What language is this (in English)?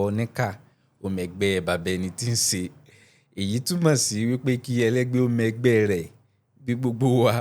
Yoruba